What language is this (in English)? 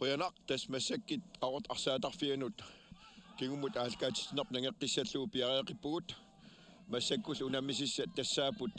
Kalaallisut